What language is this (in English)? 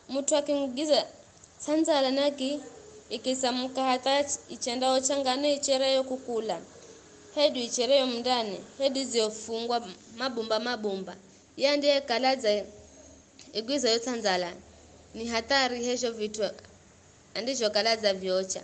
Giryama